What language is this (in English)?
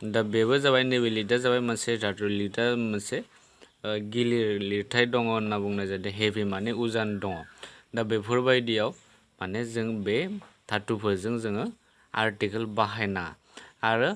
Bodo